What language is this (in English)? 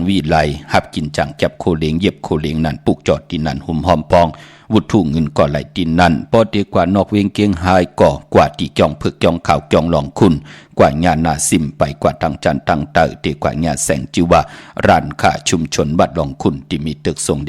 Shan